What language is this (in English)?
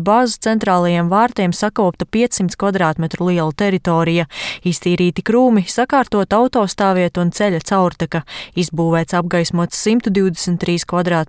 Latvian